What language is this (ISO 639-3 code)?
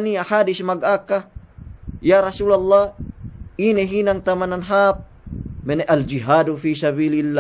yka